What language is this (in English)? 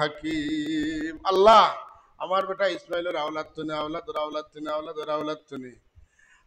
Sylheti